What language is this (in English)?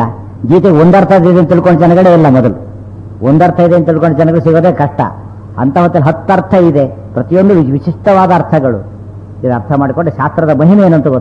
Kannada